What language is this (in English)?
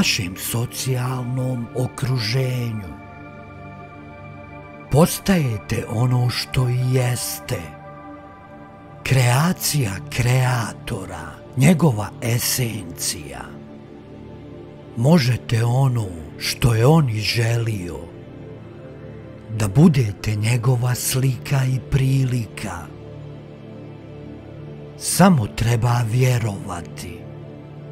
Croatian